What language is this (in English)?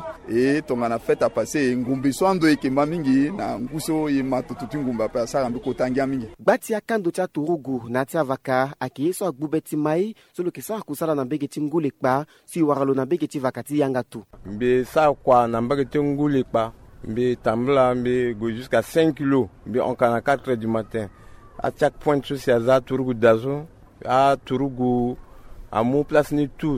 Sango